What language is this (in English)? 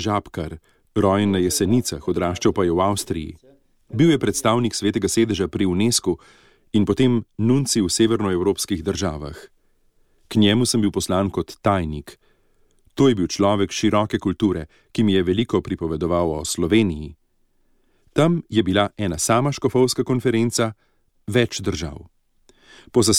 Slovenian